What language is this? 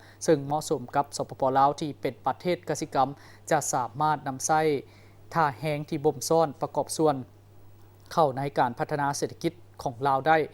Lao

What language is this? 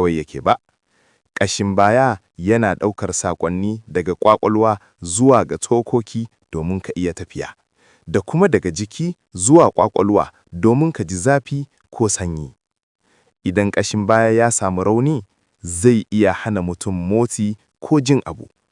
Hausa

